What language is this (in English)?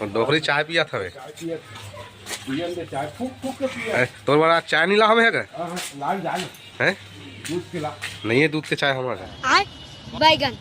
Chhattisgarhi